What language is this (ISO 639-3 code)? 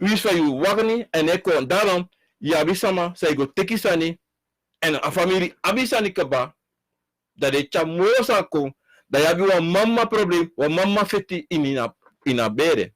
srn